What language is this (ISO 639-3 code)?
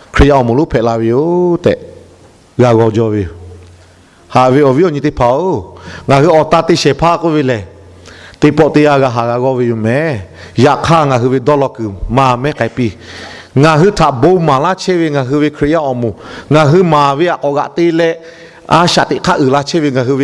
lhu